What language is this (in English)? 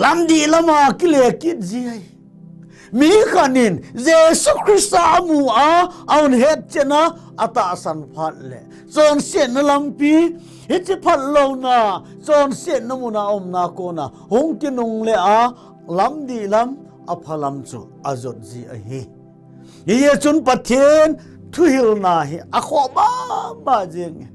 Thado Chin